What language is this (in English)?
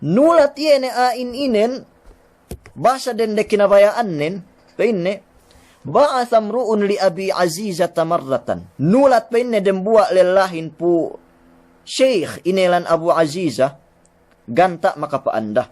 Yakan